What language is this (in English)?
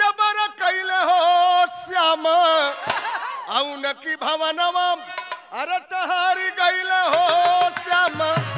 Bhojpuri